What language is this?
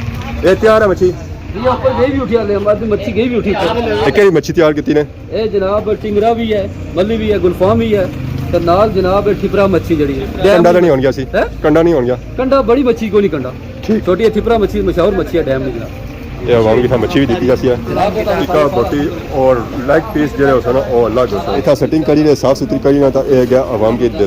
Pahari-Potwari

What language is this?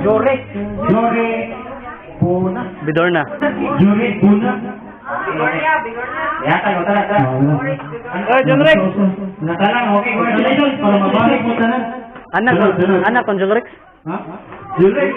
Cebuano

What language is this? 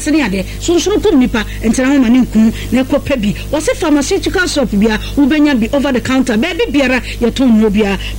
Akan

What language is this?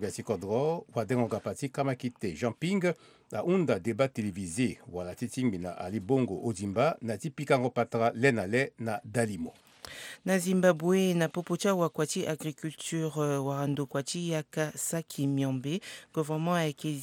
Sango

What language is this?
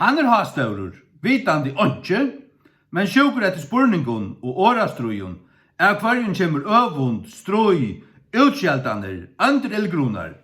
Faroese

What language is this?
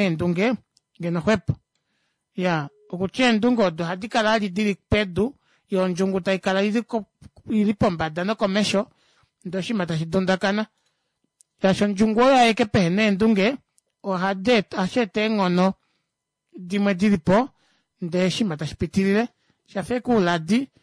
Kuanyama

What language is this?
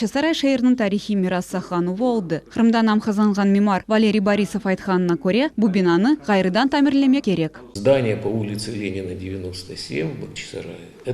Crimean Tatar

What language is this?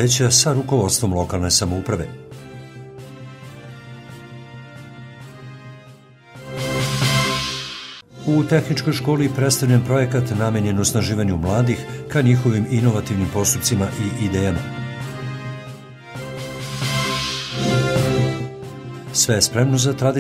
Serbian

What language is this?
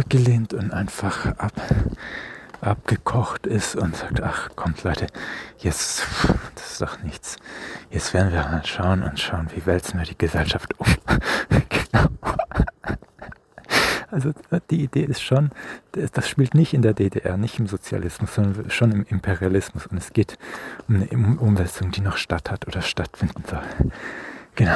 German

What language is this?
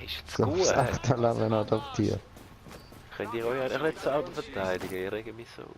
Swiss German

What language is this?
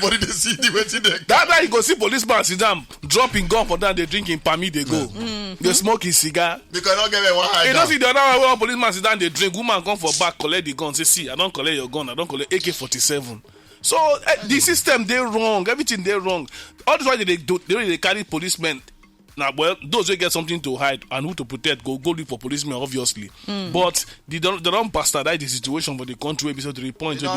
Nigerian Pidgin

